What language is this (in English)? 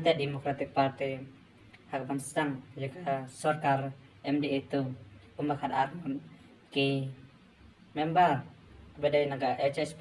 Khasi